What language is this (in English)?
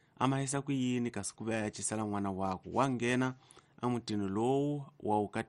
Tsonga